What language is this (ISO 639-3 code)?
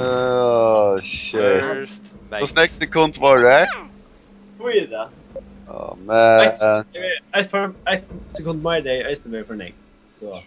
fao